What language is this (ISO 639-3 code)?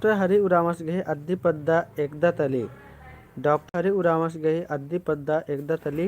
kru